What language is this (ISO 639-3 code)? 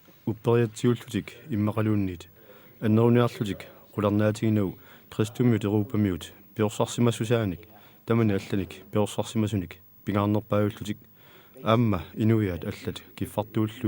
kal